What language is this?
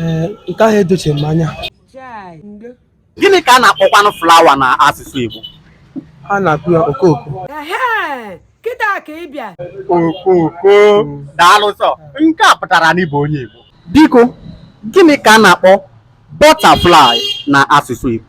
Igbo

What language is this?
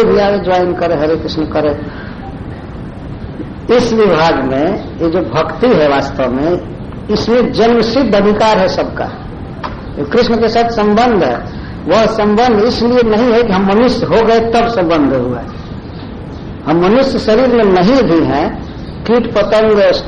Hindi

